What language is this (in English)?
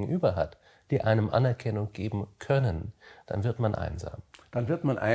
German